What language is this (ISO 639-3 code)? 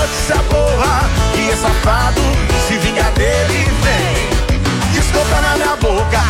por